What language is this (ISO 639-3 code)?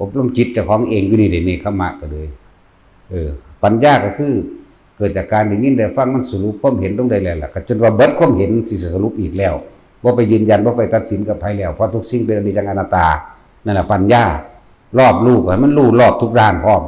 lao